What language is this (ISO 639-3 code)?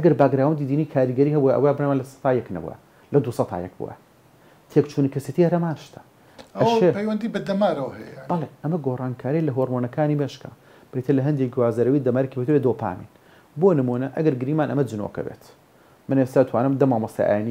ckb